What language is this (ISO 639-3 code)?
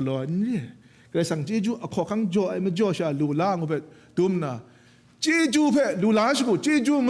kac